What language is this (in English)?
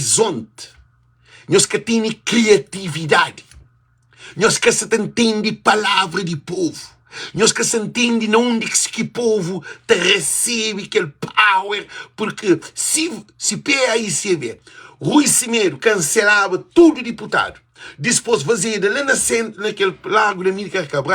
Kabuverdianu